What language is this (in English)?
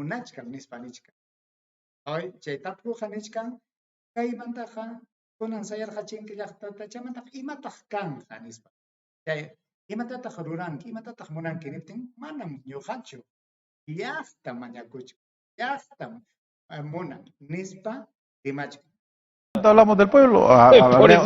Ayacucho Quechua